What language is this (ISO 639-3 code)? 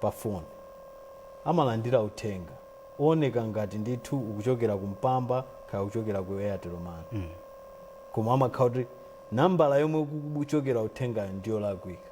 nya